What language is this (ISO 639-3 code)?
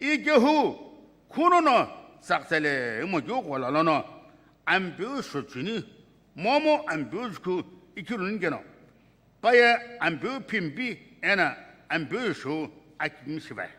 nsm